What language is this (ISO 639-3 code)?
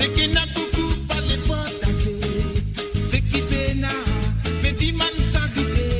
mfe